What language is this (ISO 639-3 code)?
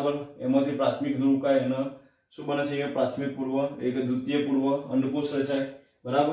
guj